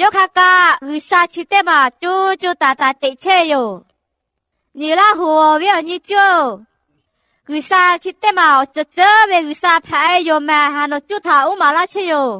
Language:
Lahu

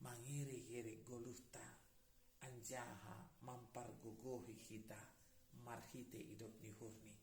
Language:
Batak Simalungun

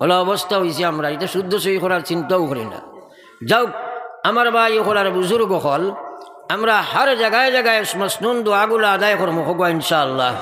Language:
Sylheti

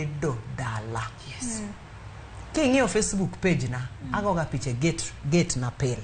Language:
Luo (Kenya and Tanzania)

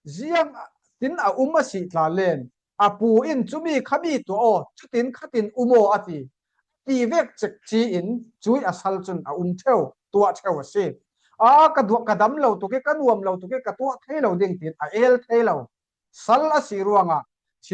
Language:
Falam Chin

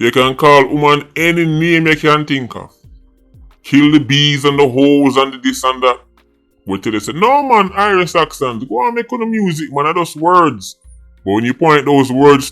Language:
Jamaican Creole English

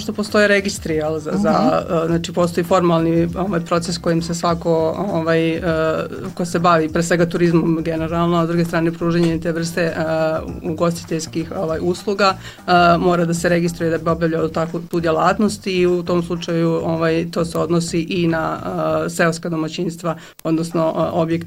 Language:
Bosnian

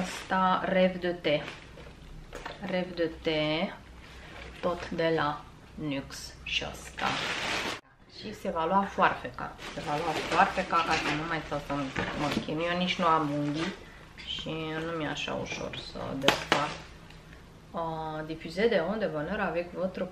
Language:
Romanian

